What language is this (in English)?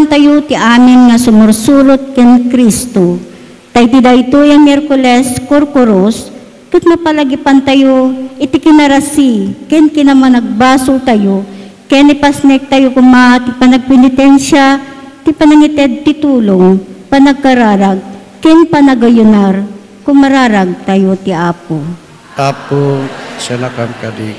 Iloko